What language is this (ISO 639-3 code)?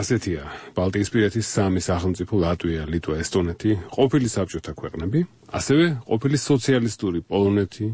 kat